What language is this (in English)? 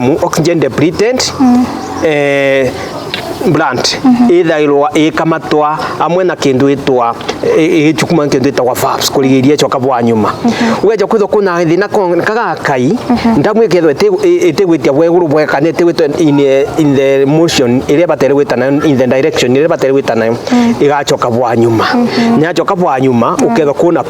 Meru